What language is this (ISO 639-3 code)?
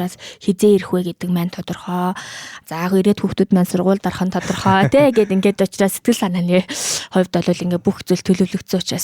mon